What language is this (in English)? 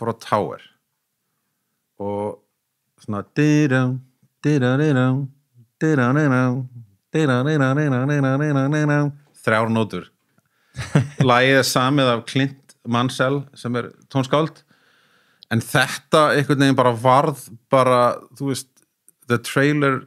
Icelandic